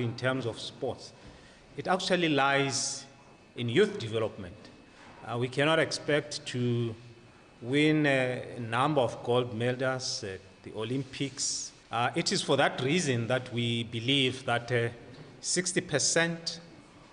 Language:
Tswana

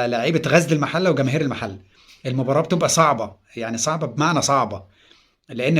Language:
Egyptian Arabic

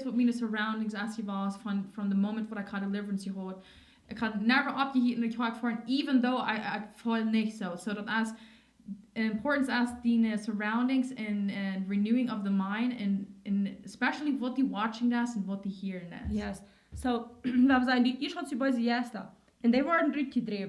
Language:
Plautdietsch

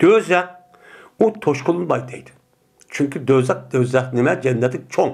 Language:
Uyghur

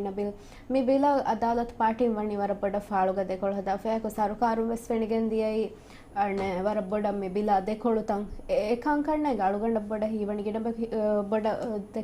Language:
Divehi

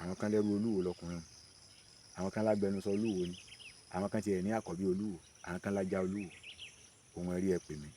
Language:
Yoruba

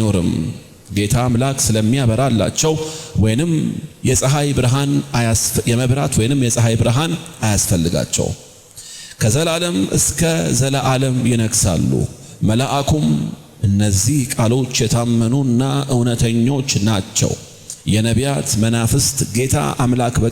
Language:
Amharic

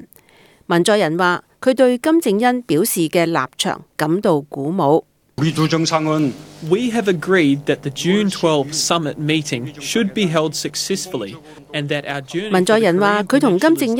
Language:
Cantonese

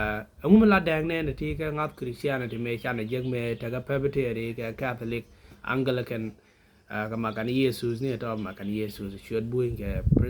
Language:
Nuer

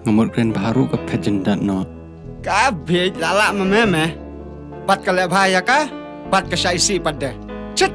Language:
Khasi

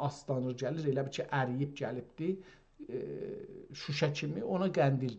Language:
South Azerbaijani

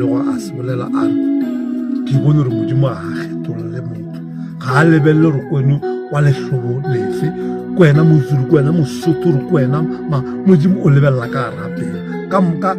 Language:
Northern Sotho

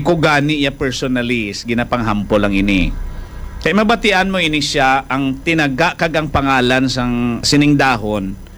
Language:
Hiligaynon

